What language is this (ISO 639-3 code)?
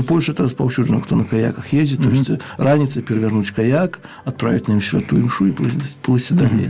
bel